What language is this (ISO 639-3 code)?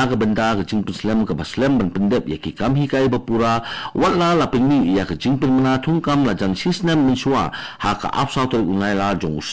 kha